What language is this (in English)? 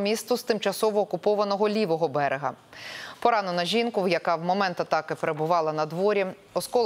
Ukrainian